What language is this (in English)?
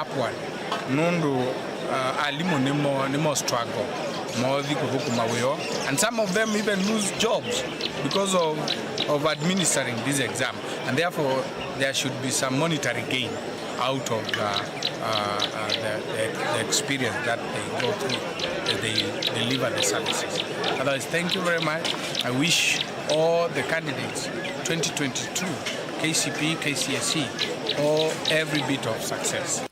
Kamba